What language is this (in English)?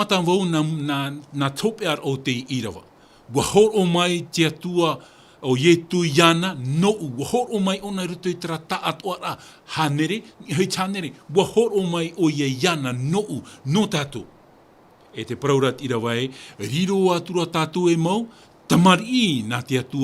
Tahitian